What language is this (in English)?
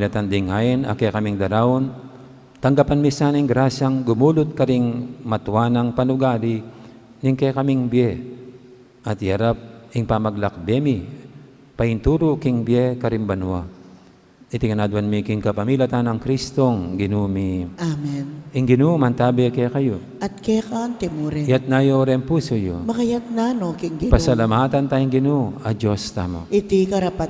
Pampanga